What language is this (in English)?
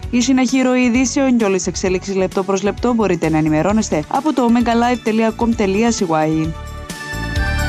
Greek